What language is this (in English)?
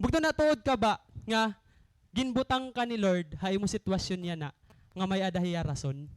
Waray